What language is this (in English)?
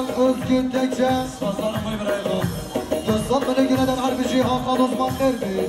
Kurdish